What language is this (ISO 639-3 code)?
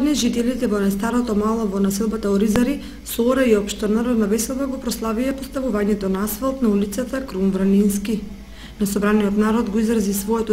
mkd